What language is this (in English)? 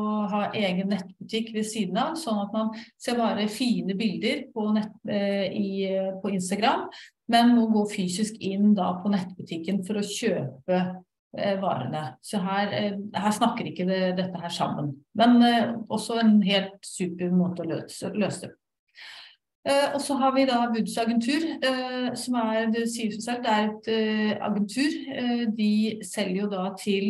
Norwegian